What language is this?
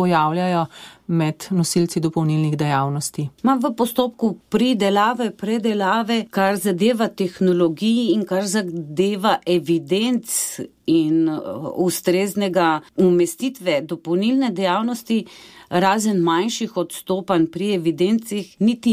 Slovenian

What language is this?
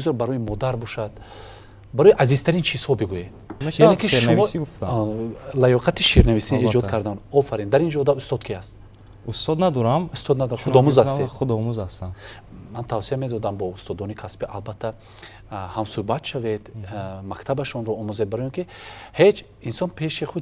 Tajik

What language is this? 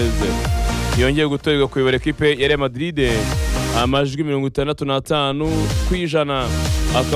Kinyarwanda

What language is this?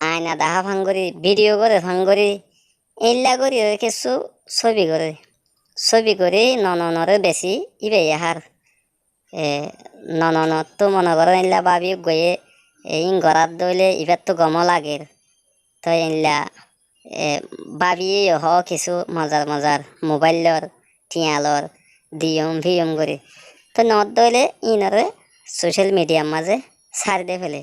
Rohingya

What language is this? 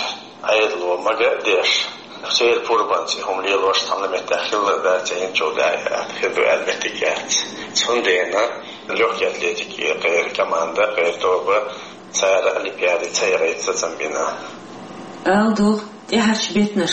Chechen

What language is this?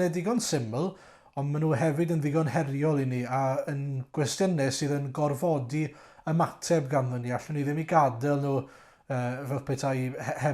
Welsh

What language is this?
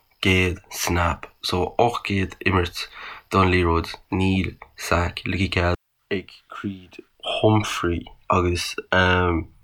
Irish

